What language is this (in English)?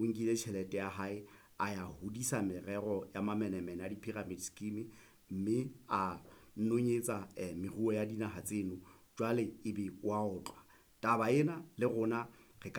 Southern Sotho